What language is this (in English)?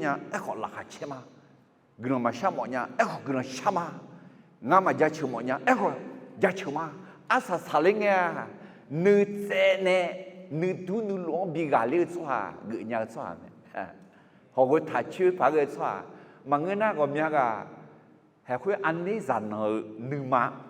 Akha